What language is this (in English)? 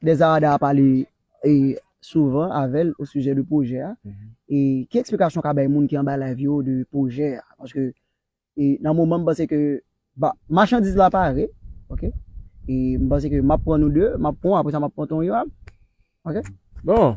Haitian Creole